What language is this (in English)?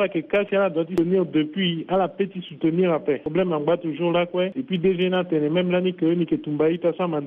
Sango